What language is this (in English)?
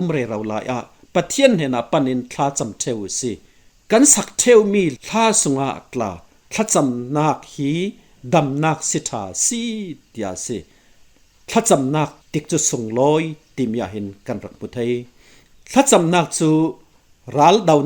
Falam Chin